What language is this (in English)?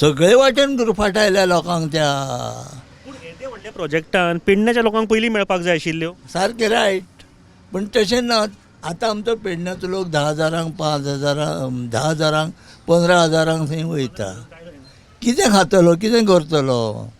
Konkani